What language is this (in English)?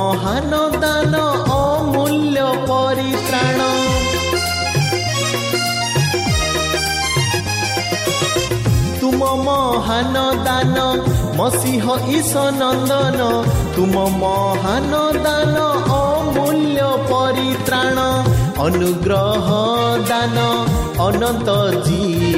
Odia